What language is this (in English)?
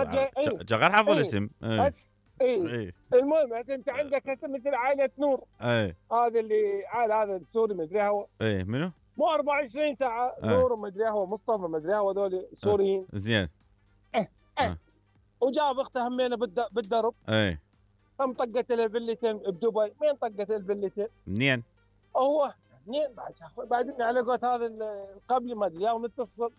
Mesopotamian Arabic